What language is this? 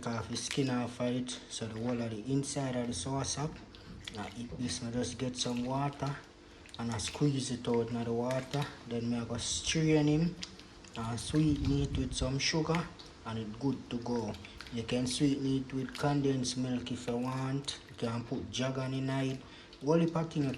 Jamaican Creole English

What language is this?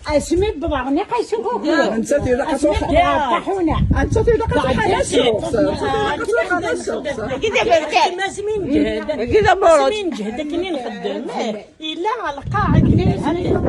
Kabyle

